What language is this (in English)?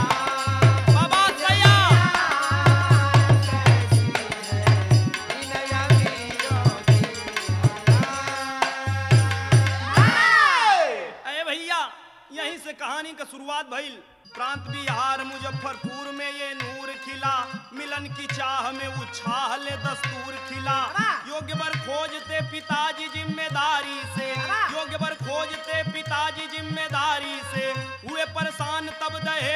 Bhojpuri